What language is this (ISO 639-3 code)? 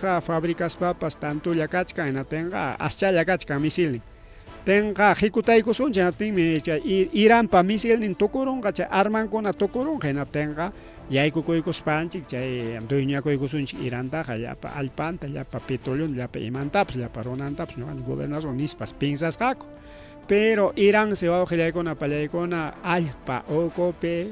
quy